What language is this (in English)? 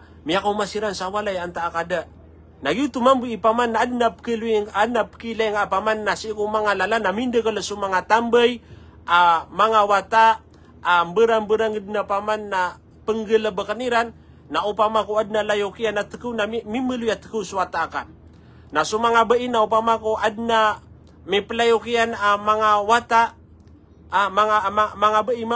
Maranao